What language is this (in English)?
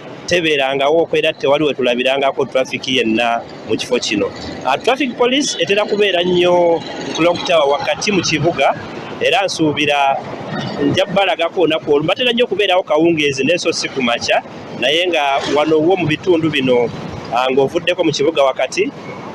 Ganda